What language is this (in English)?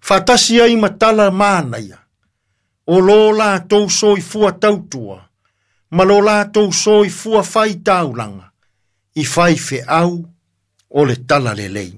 Samoan